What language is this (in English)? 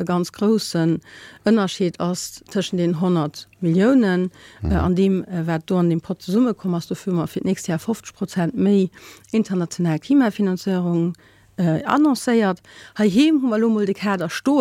Luxembourgish